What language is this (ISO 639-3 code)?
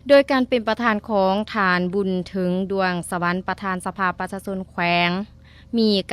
lao